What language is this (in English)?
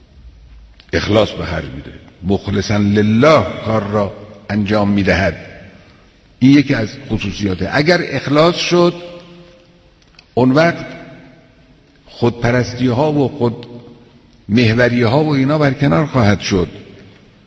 Persian